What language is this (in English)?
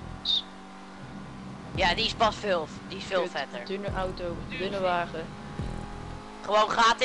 Dutch